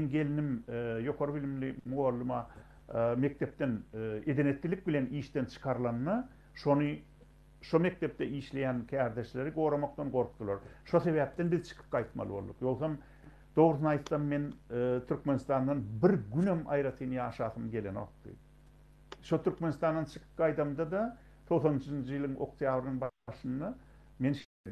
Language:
Turkmen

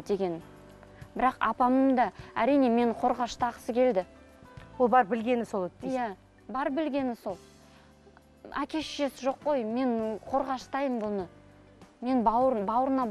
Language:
Kazakh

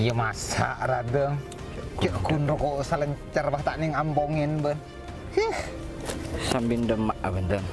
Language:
Madurese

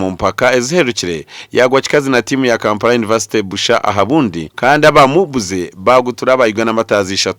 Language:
Nyankole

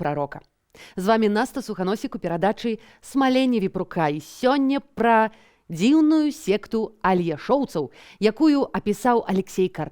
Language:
Belarusian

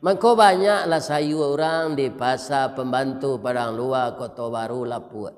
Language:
Minangkabau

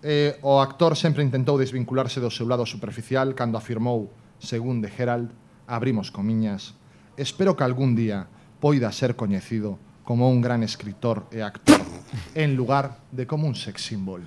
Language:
Galician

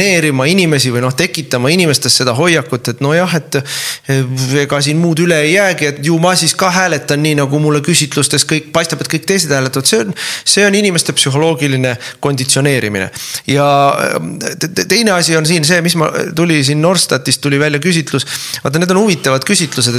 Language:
Estonian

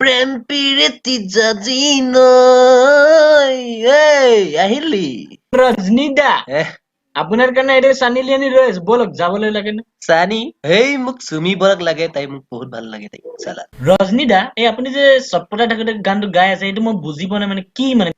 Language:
Assamese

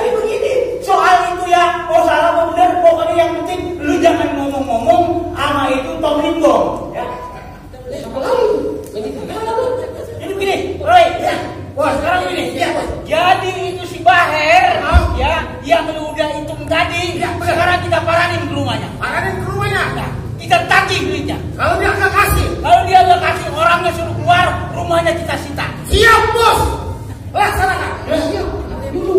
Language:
Betawi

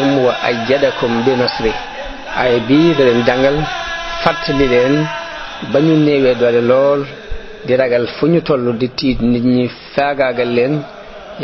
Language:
Wolof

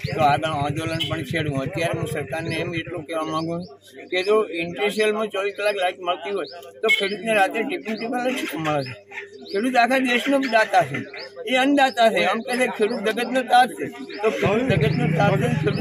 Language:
Gujarati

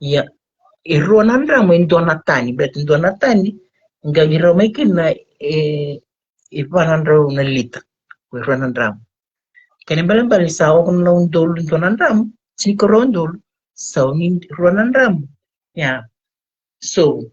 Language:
Fijian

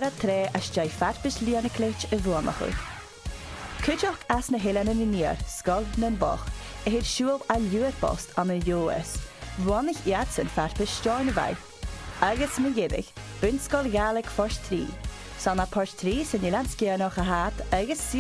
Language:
Scottish Gaelic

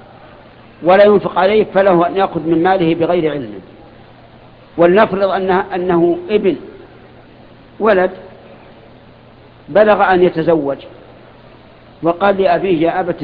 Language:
Arabic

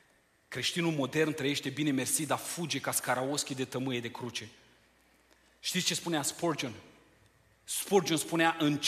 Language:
Romanian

